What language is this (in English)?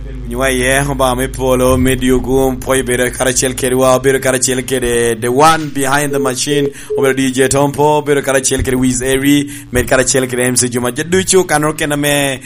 Lango (Uganda)